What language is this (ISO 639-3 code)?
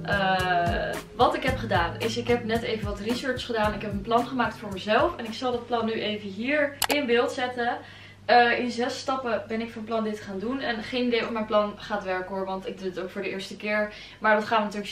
nld